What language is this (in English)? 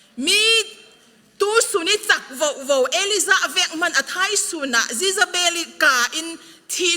Falam Chin